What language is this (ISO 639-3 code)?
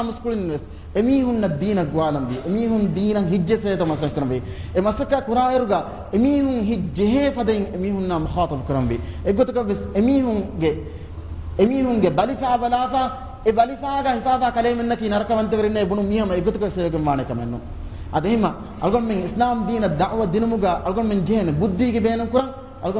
div